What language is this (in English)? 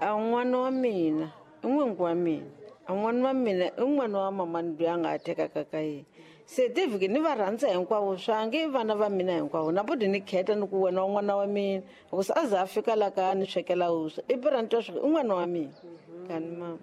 Tsonga